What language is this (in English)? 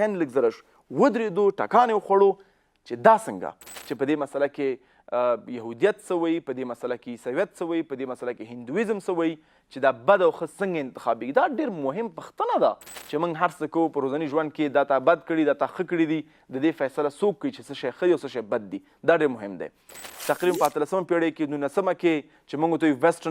Pashto